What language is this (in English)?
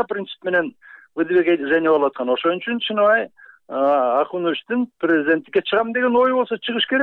Kyrgyz